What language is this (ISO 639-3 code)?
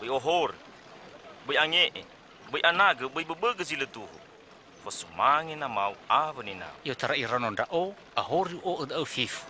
nia